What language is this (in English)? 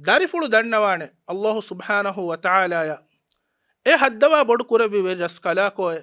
Divehi